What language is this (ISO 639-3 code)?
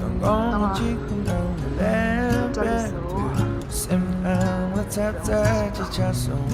bod